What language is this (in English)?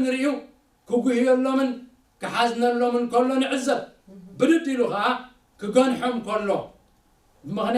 Tigrinya